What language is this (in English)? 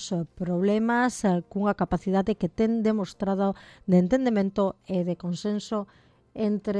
Galician